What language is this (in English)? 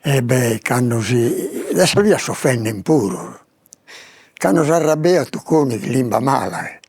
Sardinian